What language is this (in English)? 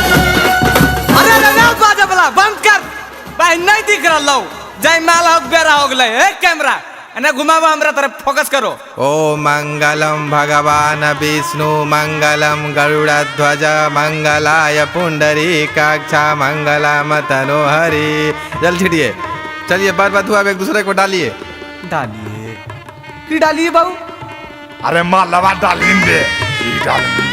Magahi